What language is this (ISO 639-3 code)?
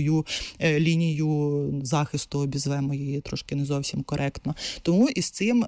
ukr